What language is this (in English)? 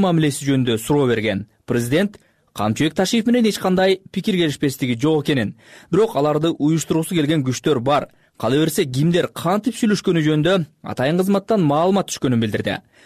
Kyrgyz